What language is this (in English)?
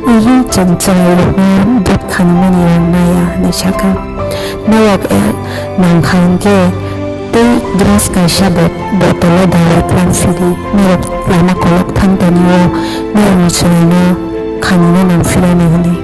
Kok Borok